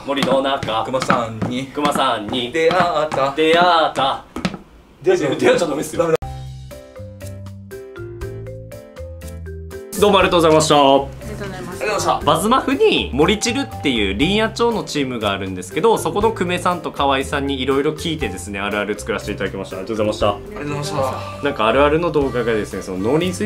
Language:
Japanese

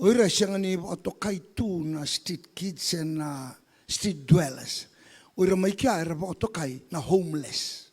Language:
Fijian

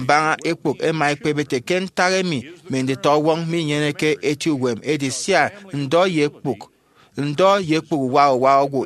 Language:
Efik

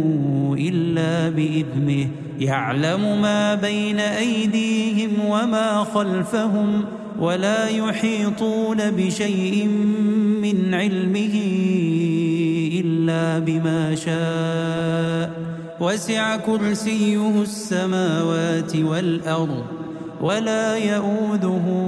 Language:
Arabic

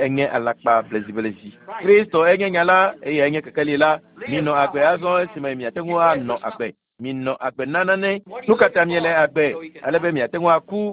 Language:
Ewe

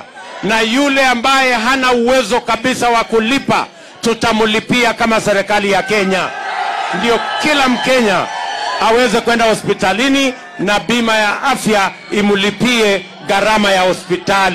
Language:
Swahili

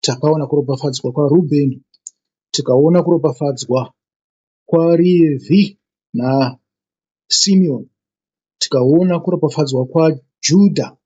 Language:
Shona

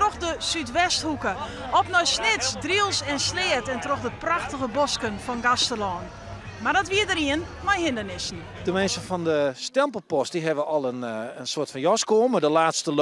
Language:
Western Frisian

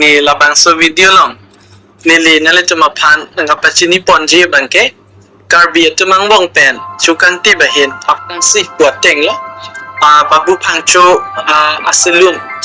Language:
Karbi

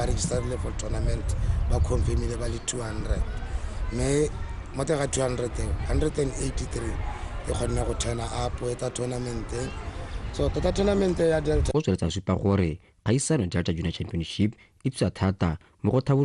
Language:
Tswana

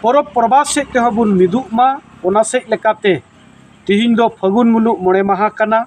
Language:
Santali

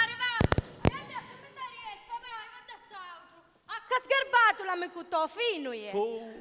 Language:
Sicilian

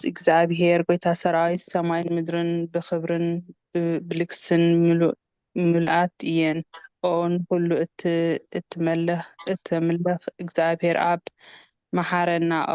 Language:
Tigrinya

